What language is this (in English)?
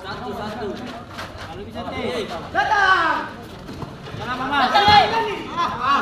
Ambonese Malay